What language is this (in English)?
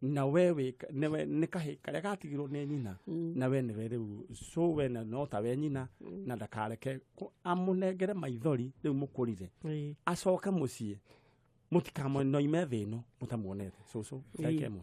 Kikuyu